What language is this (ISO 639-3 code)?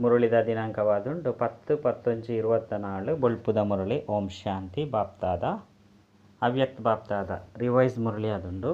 tcy